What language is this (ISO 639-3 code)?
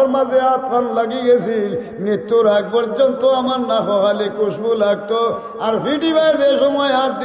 syl